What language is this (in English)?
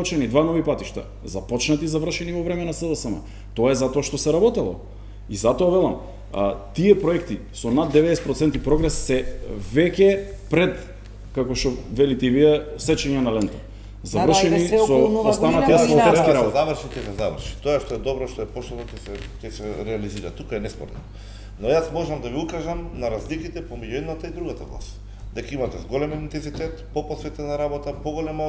Macedonian